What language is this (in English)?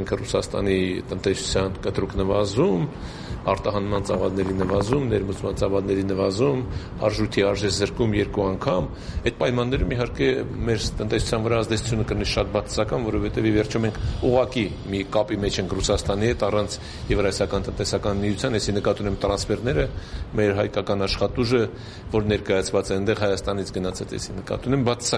Armenian